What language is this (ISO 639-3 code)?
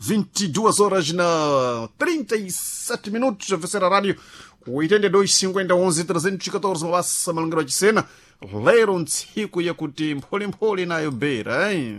seh